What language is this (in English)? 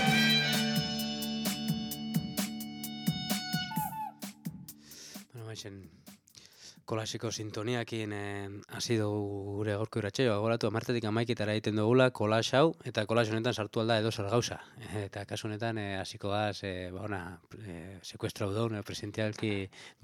Basque